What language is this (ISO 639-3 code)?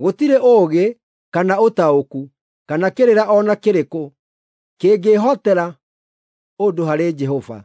kik